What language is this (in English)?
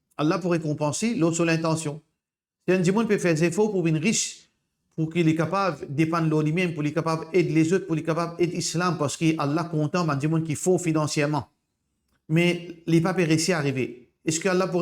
Morisyen